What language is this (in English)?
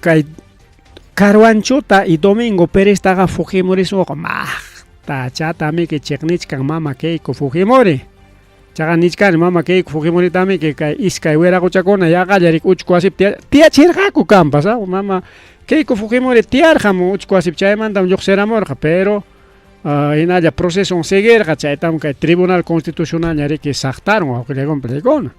Ayacucho Quechua